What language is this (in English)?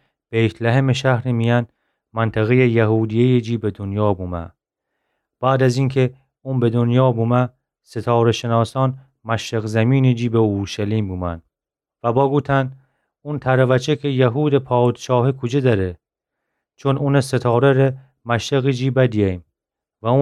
Gilaki